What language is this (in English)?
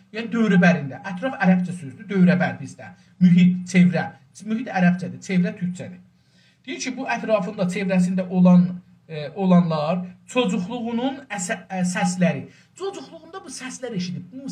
South Azerbaijani